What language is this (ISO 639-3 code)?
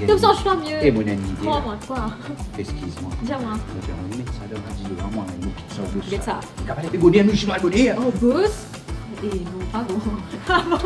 mfe